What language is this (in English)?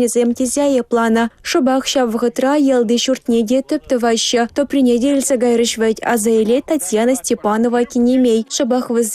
Chuvash